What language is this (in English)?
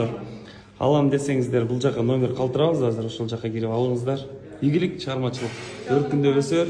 Kyrgyz